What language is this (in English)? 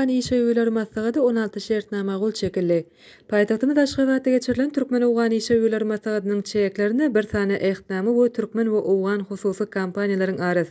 Turkmen